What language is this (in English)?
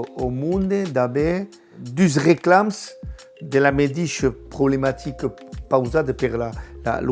Occitan